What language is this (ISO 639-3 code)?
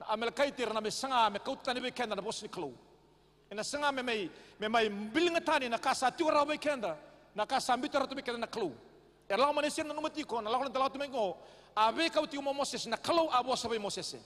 fij